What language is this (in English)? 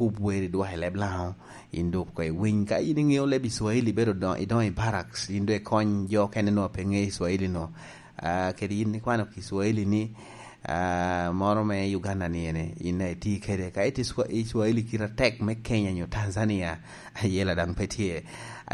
Lango (Uganda)